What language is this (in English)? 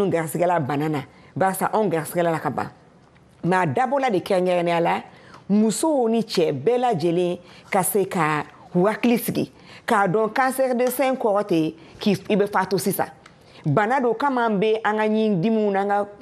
Bambara